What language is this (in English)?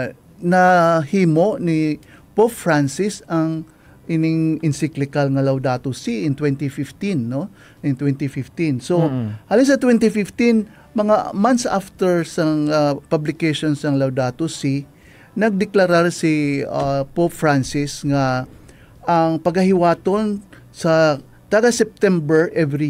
Hiligaynon